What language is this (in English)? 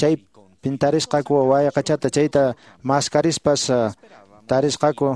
Quechua